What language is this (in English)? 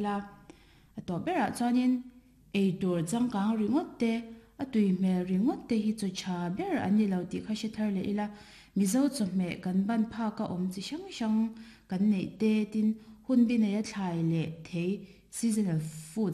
Mizo